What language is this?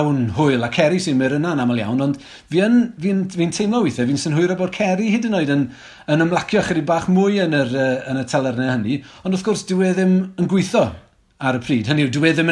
Welsh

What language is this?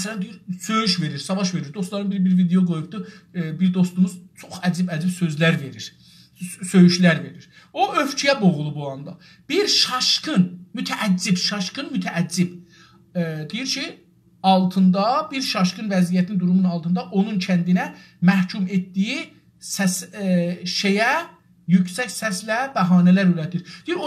South Azerbaijani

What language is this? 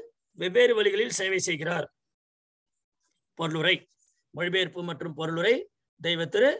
Tamil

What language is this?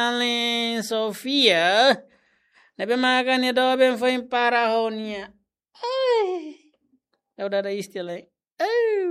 Tetum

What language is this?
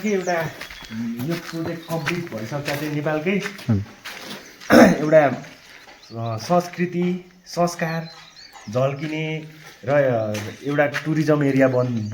Nepali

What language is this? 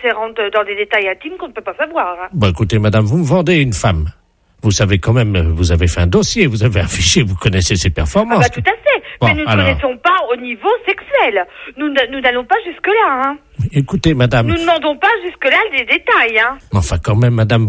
French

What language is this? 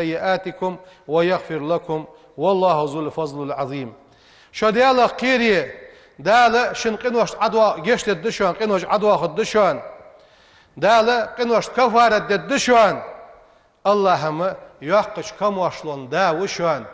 Ingush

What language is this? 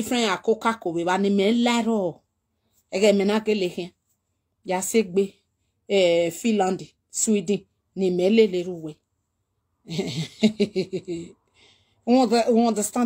Nigerian Pidgin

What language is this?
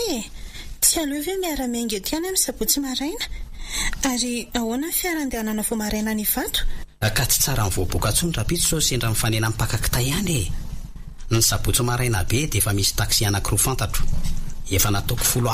Malagasy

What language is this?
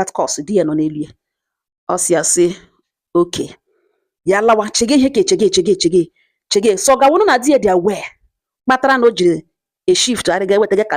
Igbo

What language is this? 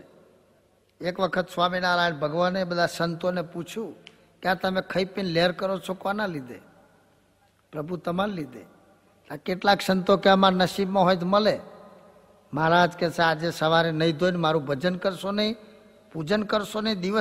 Gujarati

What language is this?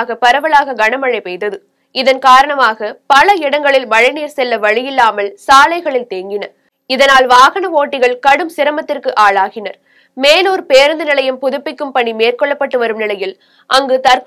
Tamil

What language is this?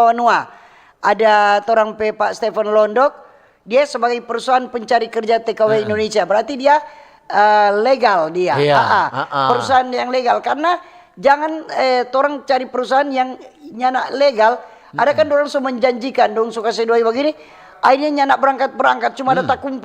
Manado Malay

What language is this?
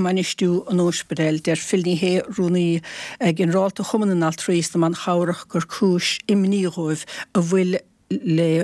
Irish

